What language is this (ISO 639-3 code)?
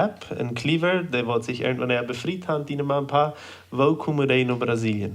pdt